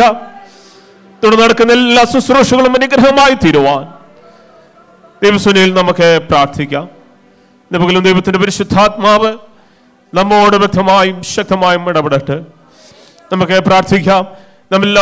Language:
Malayalam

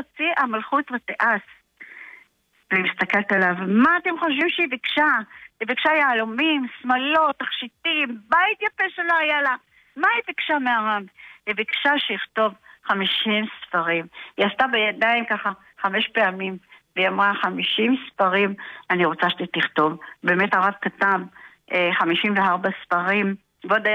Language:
Hebrew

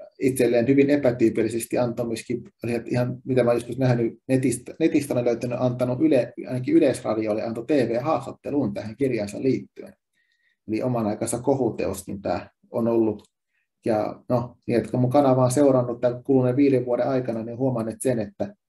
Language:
Finnish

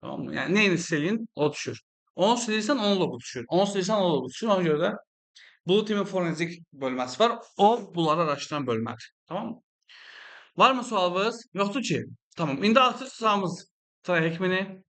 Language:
Azerbaijani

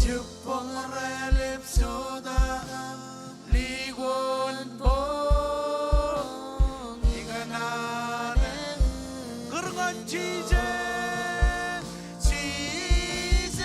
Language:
Marshallese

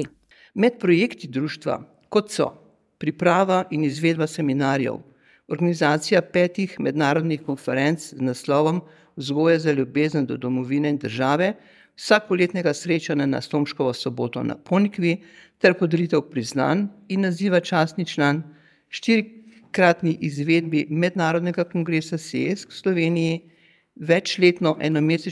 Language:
Slovenian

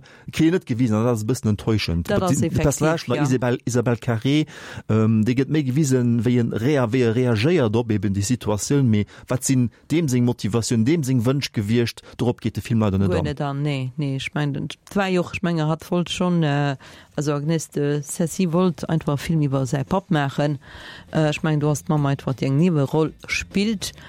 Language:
Luxembourgish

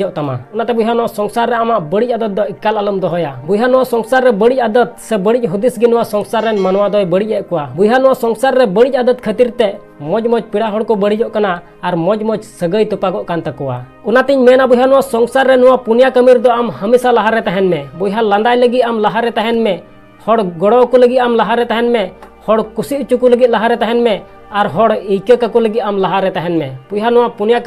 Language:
Santali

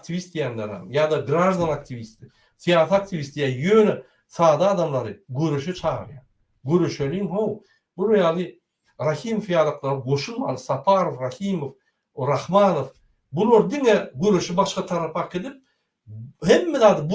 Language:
Turkmen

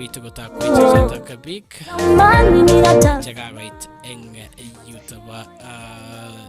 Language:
Kalenjin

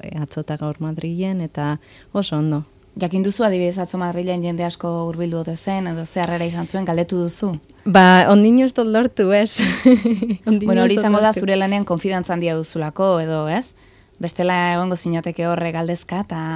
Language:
Basque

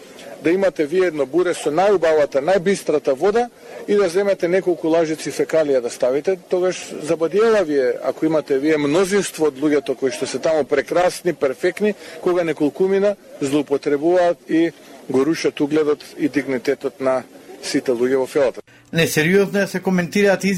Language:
Macedonian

